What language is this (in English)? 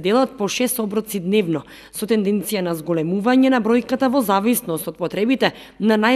Macedonian